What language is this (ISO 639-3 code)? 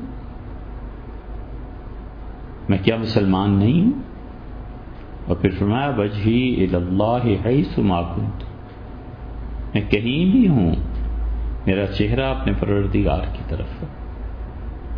urd